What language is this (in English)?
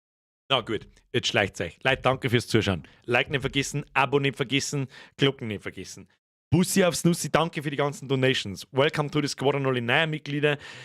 Bavarian